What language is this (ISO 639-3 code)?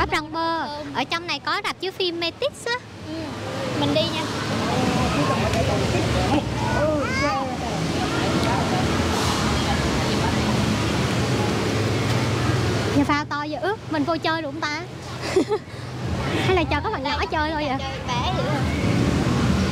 vie